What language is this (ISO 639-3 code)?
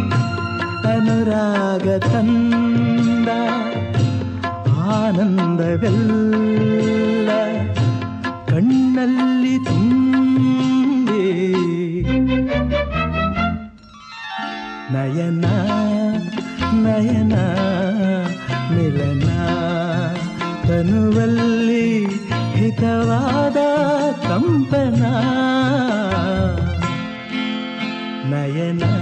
kan